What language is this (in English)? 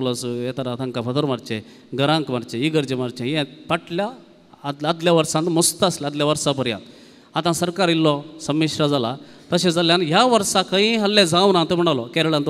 Konkani